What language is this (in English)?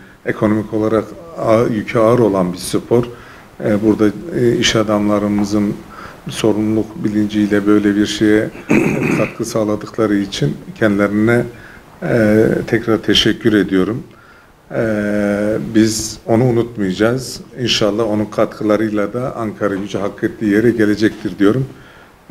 Turkish